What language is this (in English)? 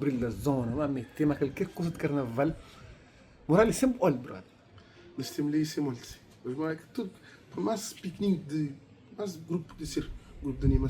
Kabuverdianu